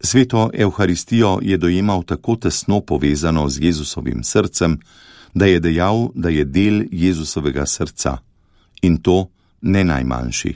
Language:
Slovenian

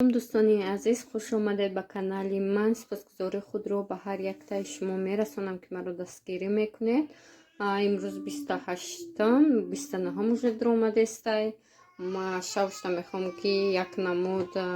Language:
Tajik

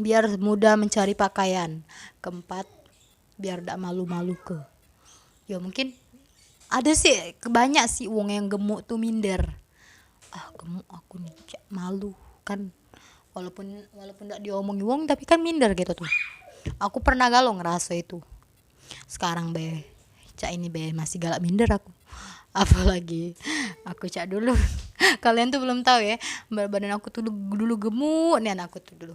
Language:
Musi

